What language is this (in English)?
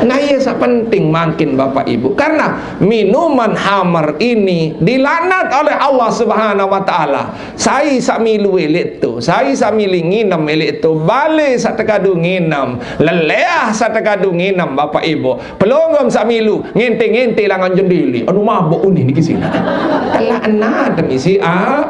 Sasak